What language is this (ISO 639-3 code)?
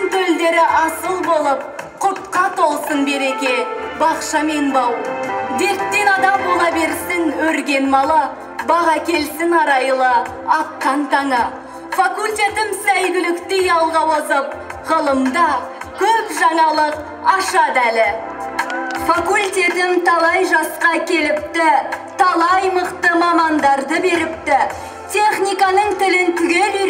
kaz